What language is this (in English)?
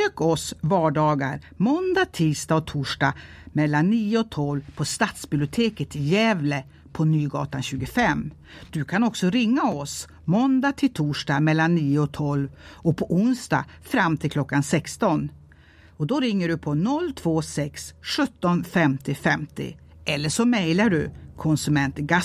Swedish